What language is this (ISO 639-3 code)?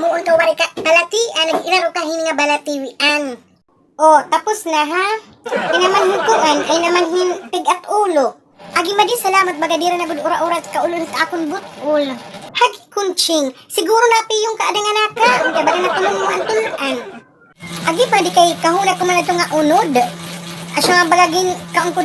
war